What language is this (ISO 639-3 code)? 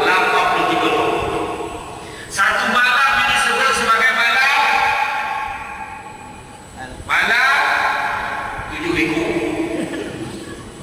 msa